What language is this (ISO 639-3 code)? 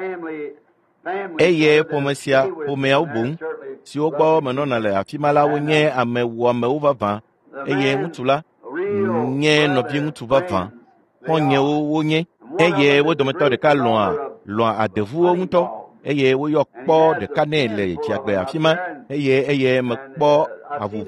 ewe